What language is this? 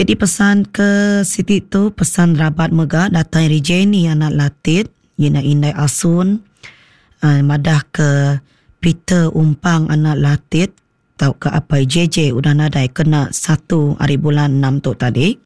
Iban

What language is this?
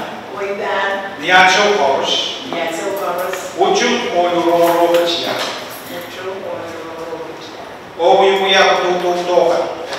Pohnpeian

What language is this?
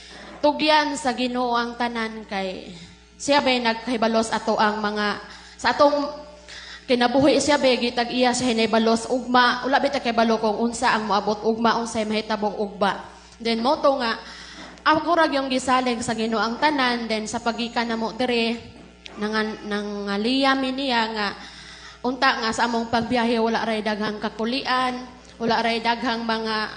Cebuano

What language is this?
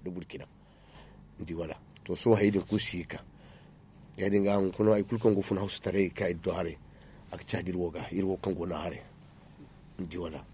Zarma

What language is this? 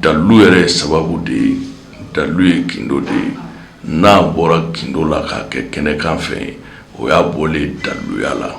Bambara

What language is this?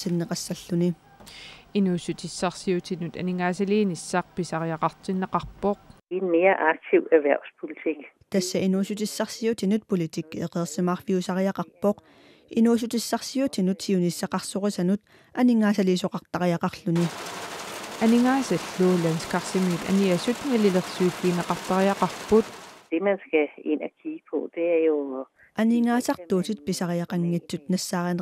Kalaallisut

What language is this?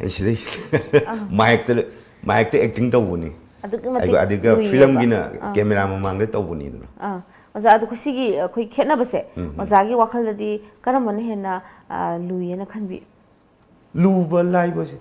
Manipuri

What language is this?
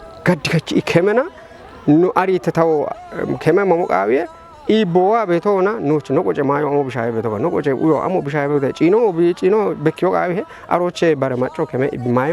Kafa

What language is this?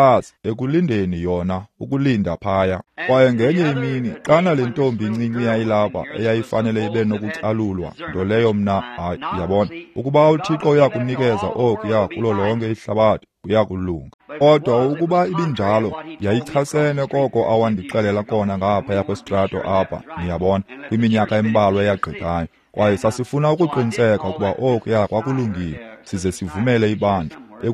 Xhosa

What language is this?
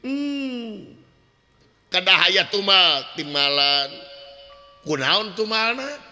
Sundanese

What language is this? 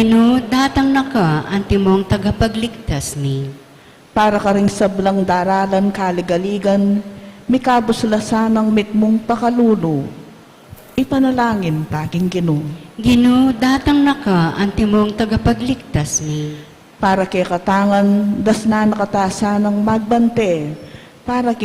Pampanga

